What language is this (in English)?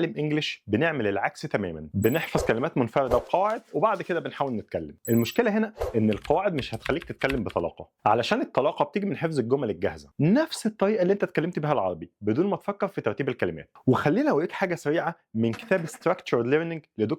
Egyptian Arabic